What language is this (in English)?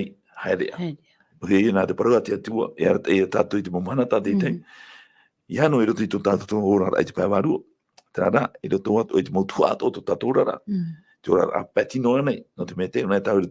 Tahitian